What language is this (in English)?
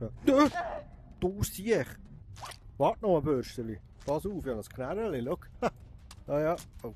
Swiss German